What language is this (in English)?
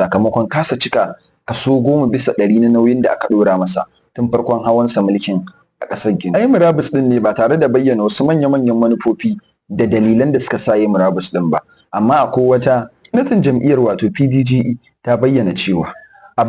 Hausa